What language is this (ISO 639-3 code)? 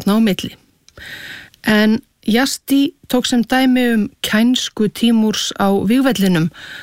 isl